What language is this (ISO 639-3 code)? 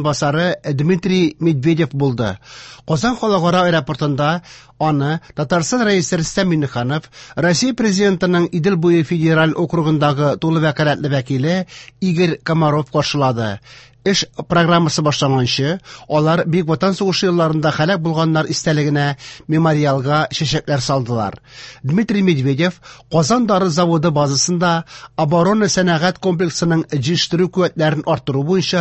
tat